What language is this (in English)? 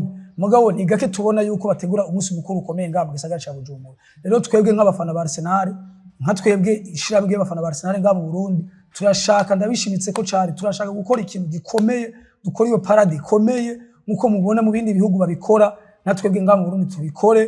Rundi